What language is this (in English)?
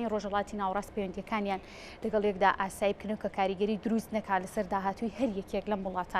Central Kurdish